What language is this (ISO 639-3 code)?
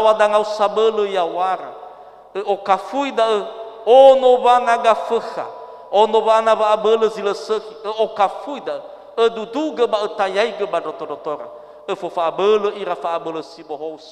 nia